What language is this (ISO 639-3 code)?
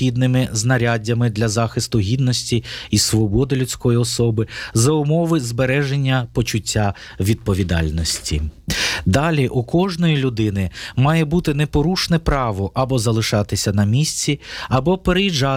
ukr